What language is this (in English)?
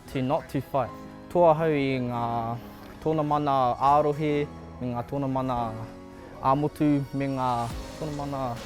Māori